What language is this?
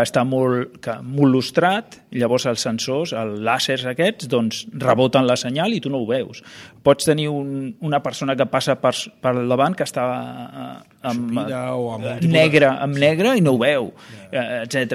Catalan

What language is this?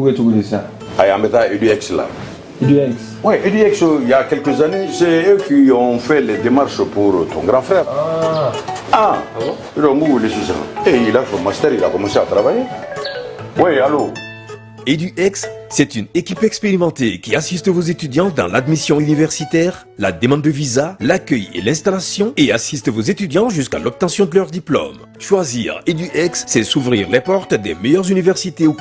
Bambara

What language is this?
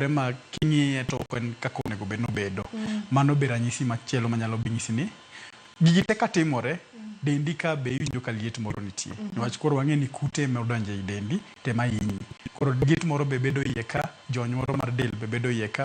Luo (Kenya and Tanzania)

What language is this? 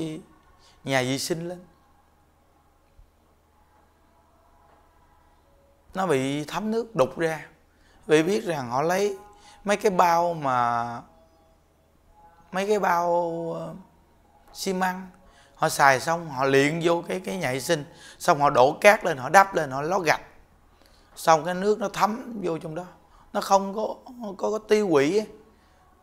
Vietnamese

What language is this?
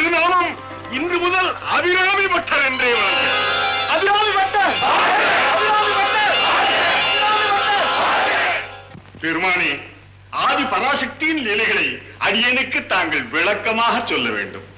Tamil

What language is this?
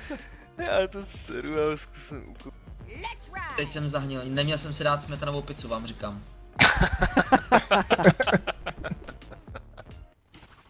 Czech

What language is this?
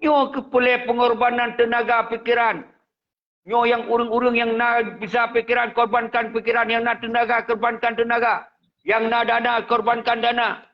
Achinese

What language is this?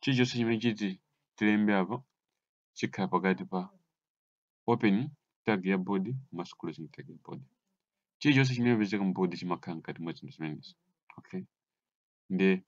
Nyanja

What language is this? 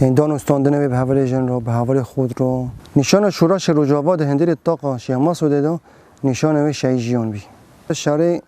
Kurdish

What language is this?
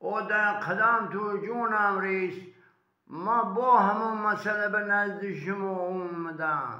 Tajik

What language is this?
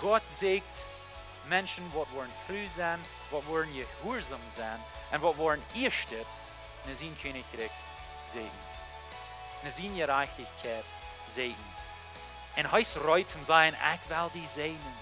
Plautdietsch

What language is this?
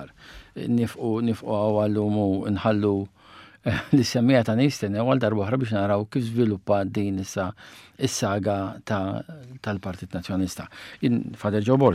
Maltese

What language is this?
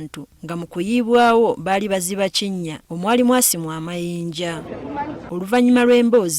Ganda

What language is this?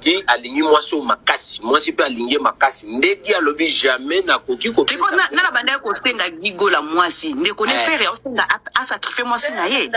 Lingala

